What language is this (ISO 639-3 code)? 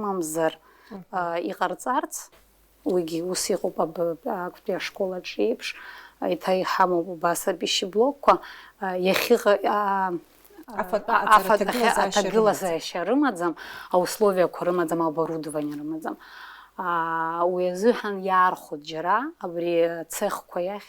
abk